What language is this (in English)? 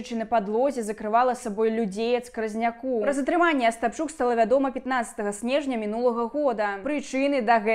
Belarusian